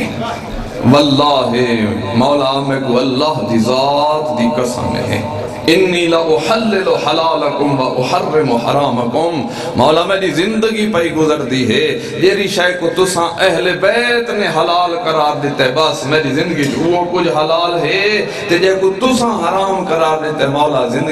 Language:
Saraiki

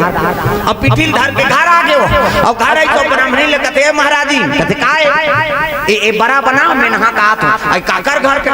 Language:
Chhattisgarhi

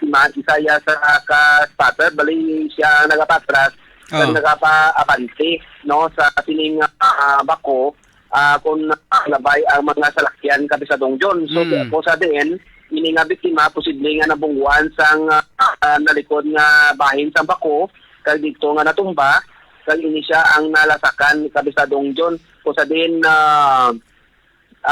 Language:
Hiligaynon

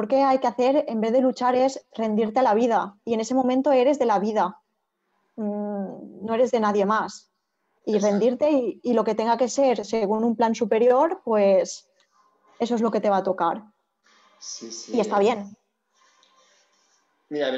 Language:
Spanish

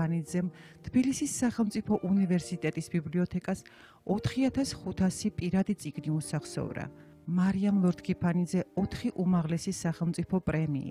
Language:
Georgian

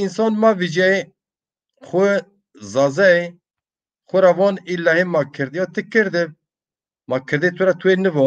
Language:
Zaza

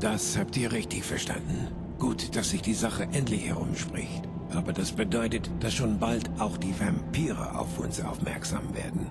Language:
Bavarian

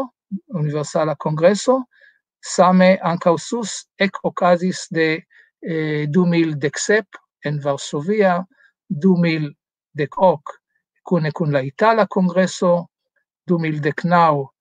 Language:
Esperanto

